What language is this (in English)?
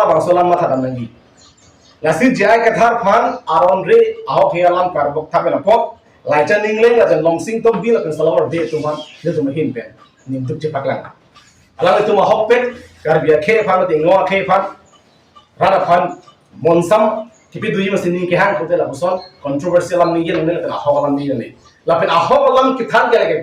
Karbi